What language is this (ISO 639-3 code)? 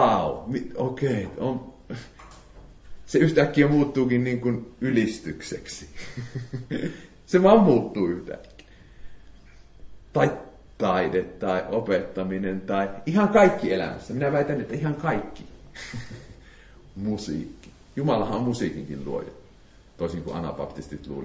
fin